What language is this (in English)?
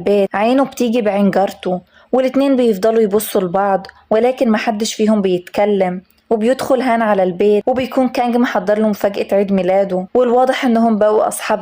Egyptian Arabic